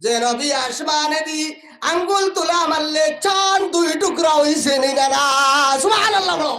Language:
Sylheti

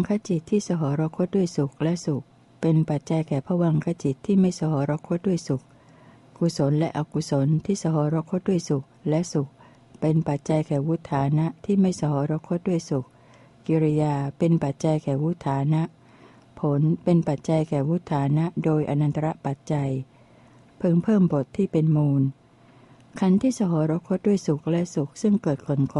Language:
Thai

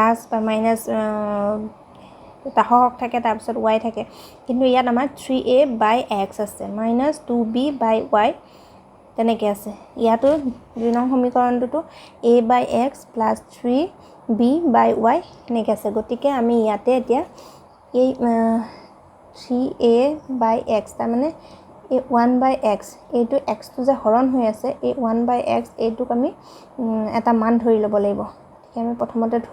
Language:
Assamese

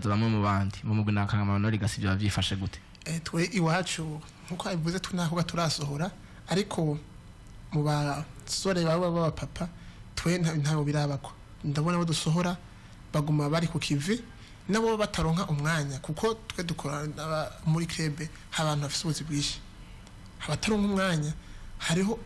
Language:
Rundi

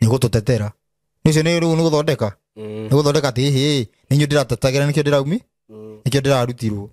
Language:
Kikuyu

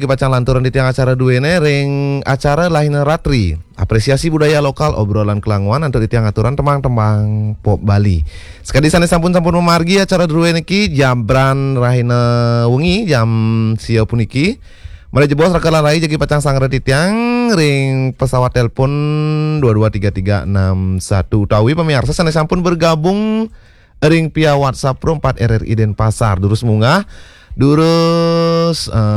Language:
Balinese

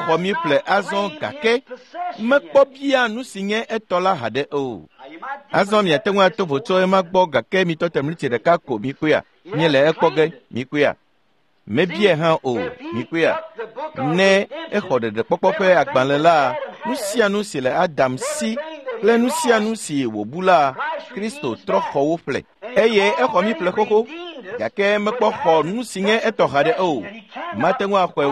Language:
Ewe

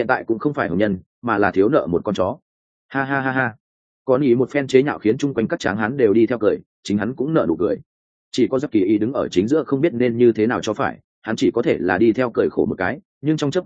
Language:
Vietnamese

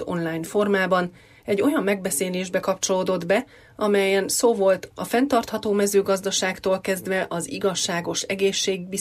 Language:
Hungarian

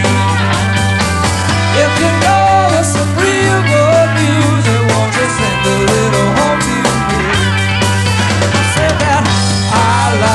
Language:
English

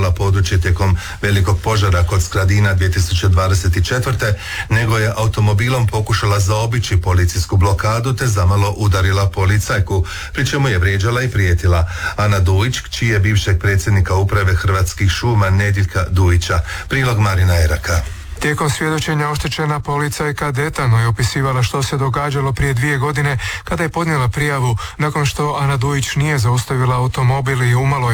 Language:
Croatian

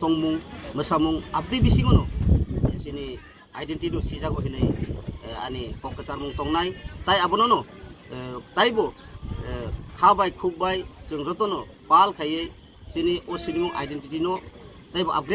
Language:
Kok Borok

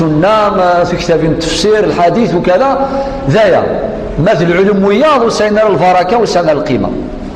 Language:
Kabyle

